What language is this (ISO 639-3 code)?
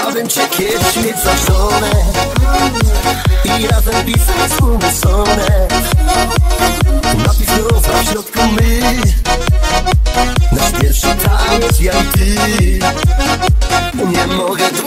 pol